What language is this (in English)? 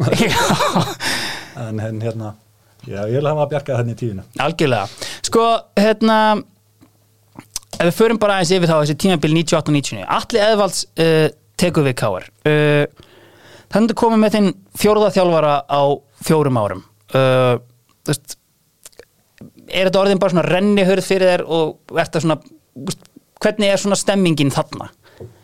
Icelandic